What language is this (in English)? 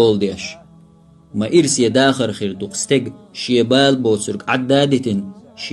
Chechen